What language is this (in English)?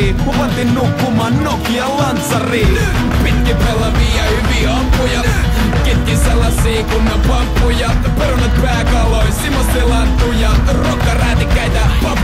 Finnish